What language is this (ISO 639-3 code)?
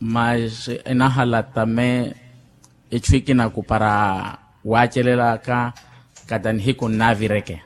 vmw